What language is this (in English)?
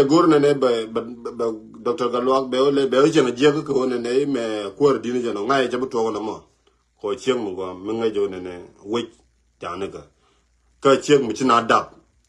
Nuer